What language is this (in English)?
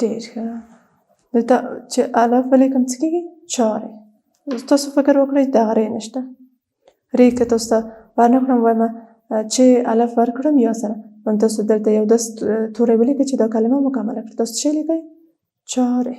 Pashto